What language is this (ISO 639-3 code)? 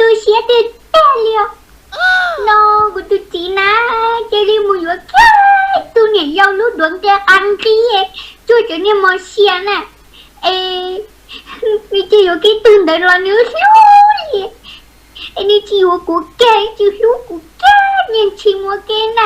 hmn